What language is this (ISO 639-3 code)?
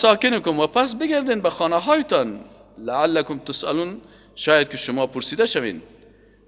fas